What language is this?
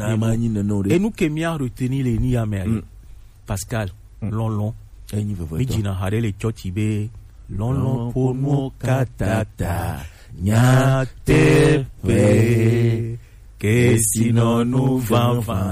Gen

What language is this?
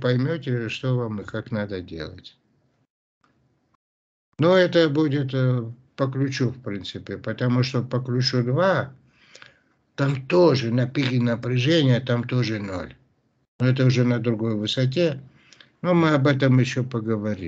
Russian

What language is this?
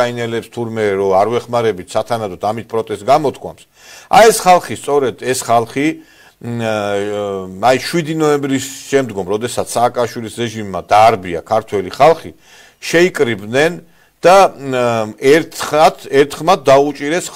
Georgian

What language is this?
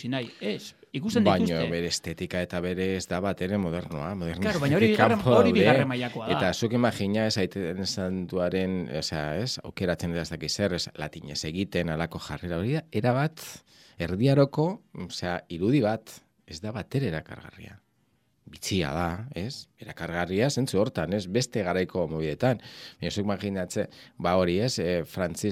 Basque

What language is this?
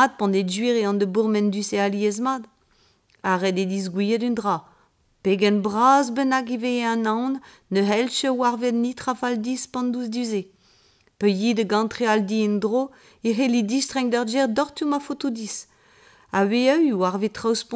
Breton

